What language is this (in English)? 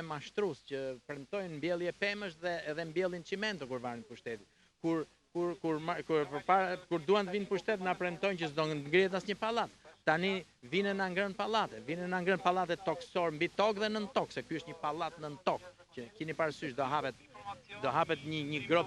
Albanian